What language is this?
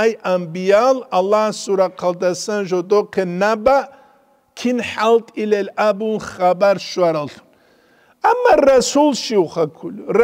Avaric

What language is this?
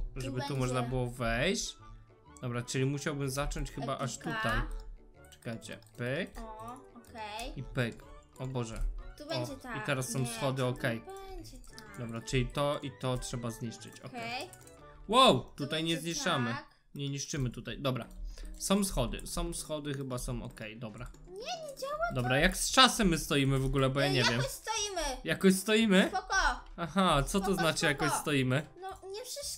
Polish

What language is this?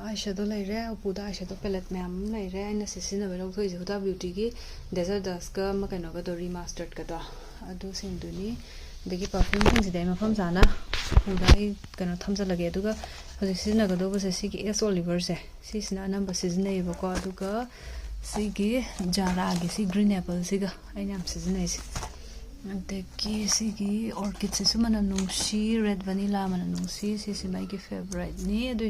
Manipuri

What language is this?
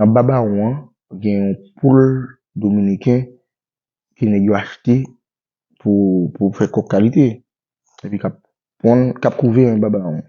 Haitian Creole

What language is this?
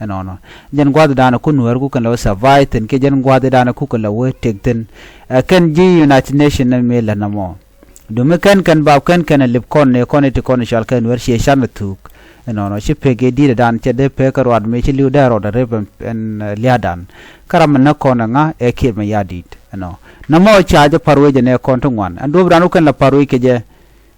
Nuer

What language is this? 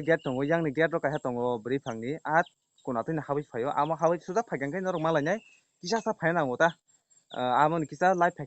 Kok Borok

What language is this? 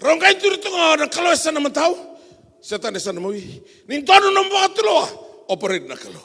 Fijian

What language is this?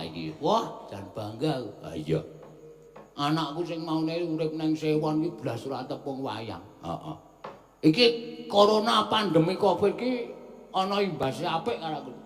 Javanese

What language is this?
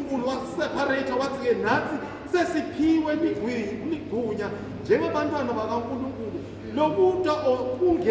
Swati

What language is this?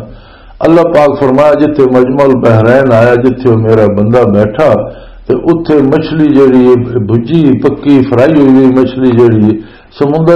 Western Panjabi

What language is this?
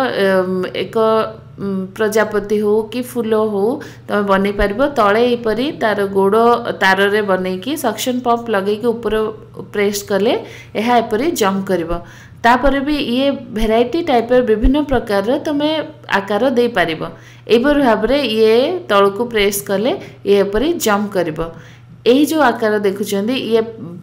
Odia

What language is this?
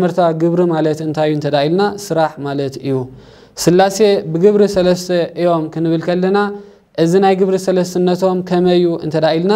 Tigrinya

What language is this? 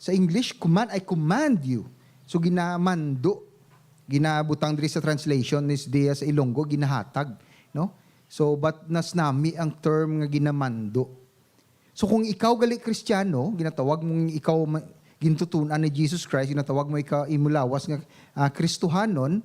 Hiligaynon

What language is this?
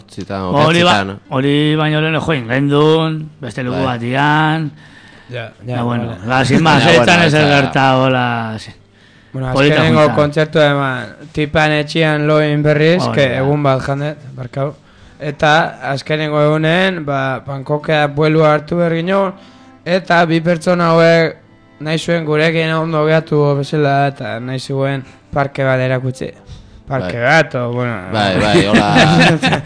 Basque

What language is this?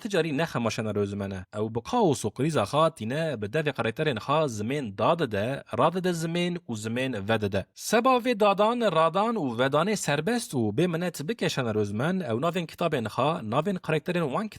Kurdish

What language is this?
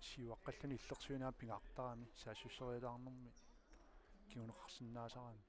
Kalaallisut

